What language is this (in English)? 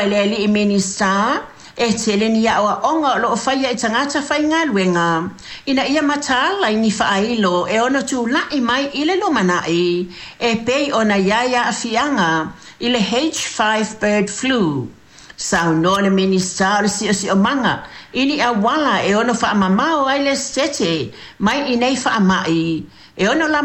Samoan